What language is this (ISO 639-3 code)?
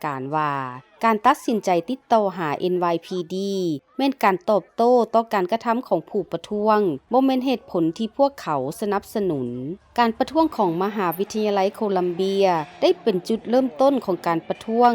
lao